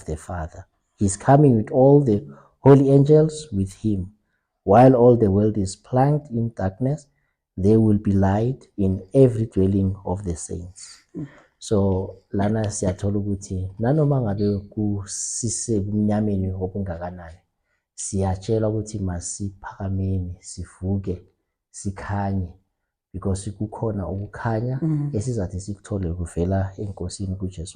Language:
Zulu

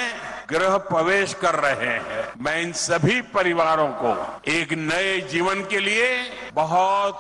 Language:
Hindi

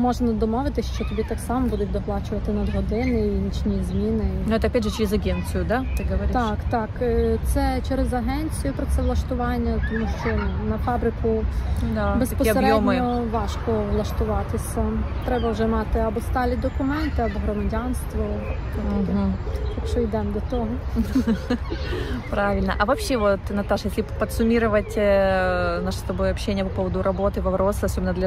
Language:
Ukrainian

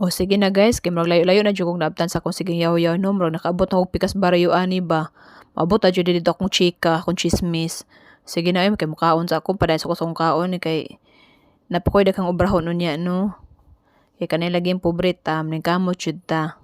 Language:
Cebuano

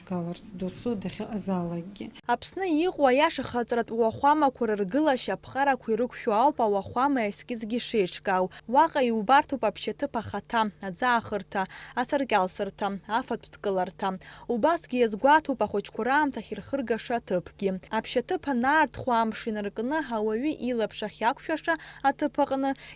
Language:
Abkhazian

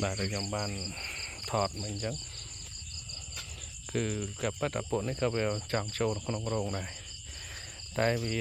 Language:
Khmer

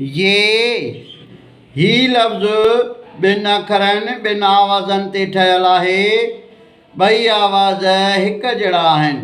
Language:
Sindhi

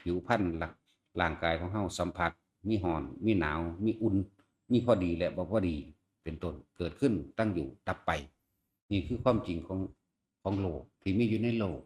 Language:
Northeastern Thai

